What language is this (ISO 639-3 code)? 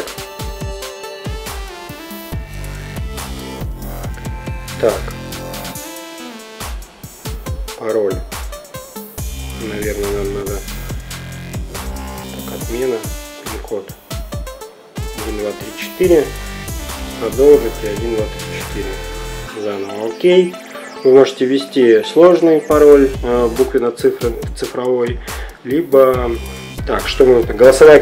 rus